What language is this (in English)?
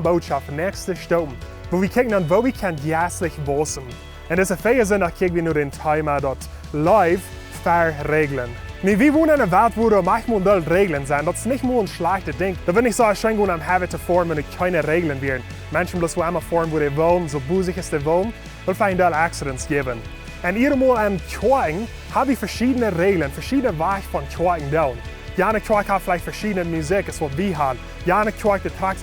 Plautdietsch